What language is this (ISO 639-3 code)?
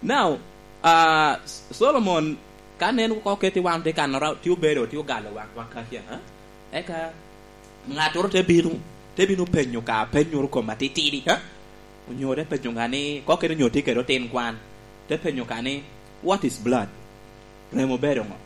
laj